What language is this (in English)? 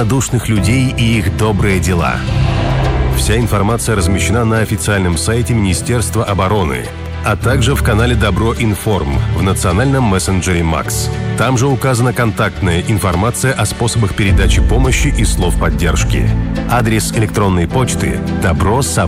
Russian